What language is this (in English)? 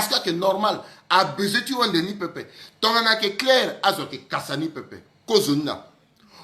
Sango